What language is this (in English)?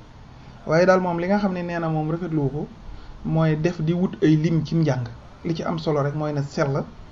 Wolof